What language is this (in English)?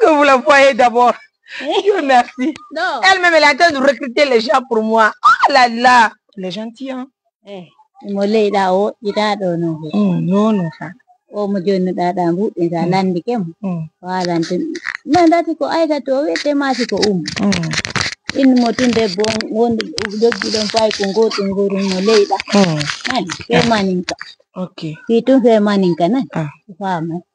Pular